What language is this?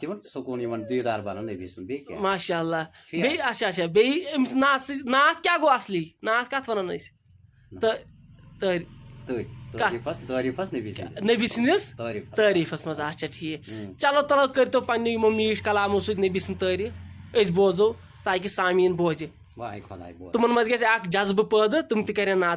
Kashmiri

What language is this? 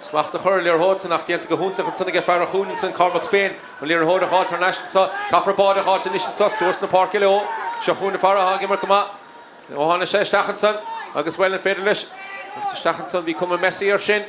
Irish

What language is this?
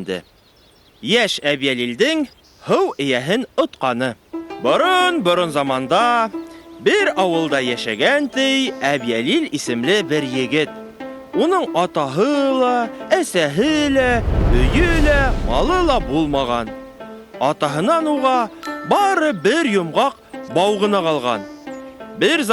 Bashkir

